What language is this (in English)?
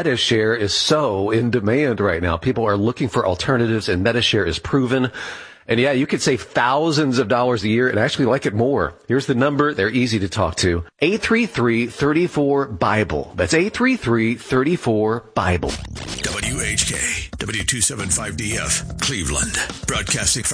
English